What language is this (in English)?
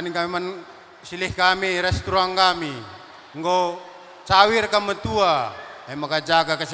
Batak Karo